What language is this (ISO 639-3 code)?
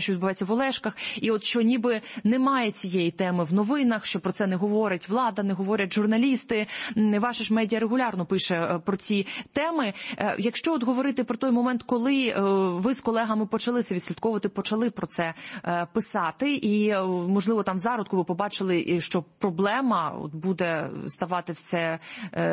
ukr